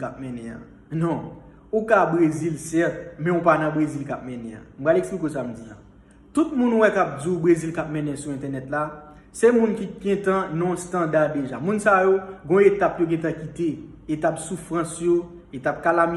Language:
Haitian Creole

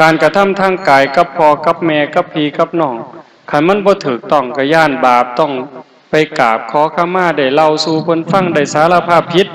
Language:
Northeastern Thai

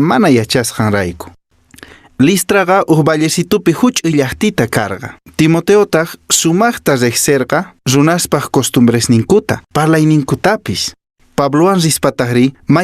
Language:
Quechua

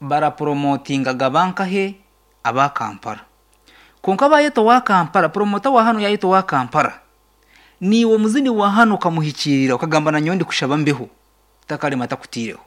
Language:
Nyankole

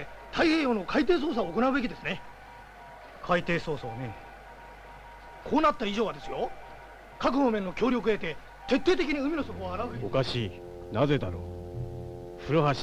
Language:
Japanese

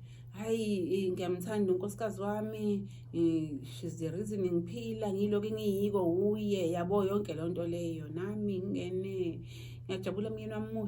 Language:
Zulu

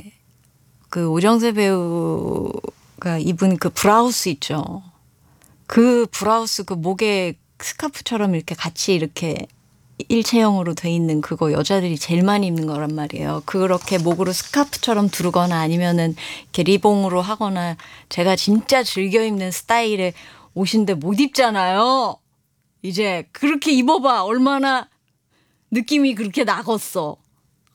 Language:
Korean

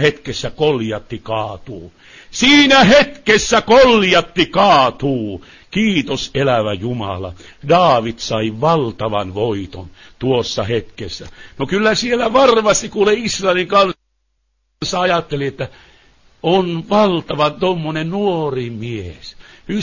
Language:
Finnish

